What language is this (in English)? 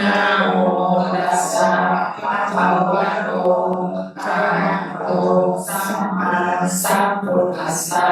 Pali